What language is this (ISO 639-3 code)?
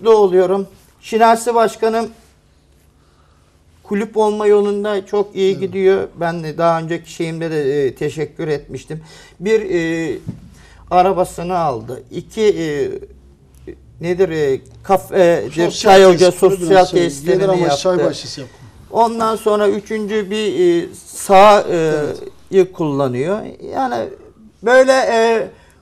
tur